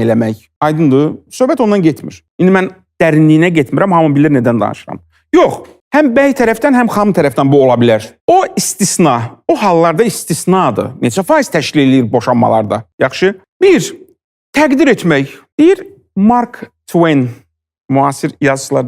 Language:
Azerbaijani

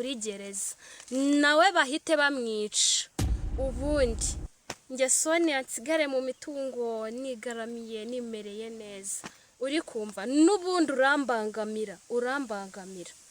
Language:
Kinyarwanda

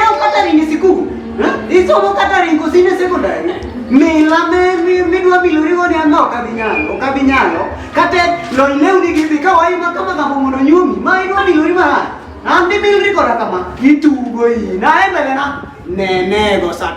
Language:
Luo (Kenya and Tanzania)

